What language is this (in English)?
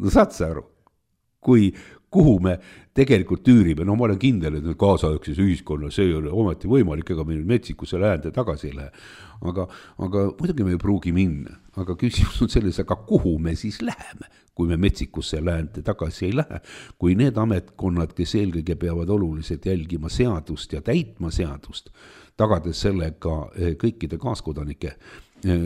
Estonian